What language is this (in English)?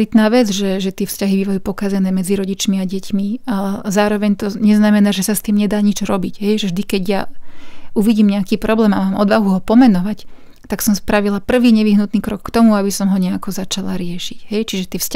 Slovak